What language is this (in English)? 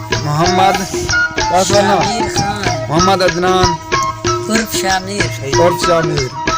Saraiki